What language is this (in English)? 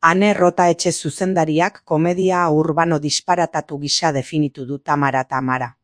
Basque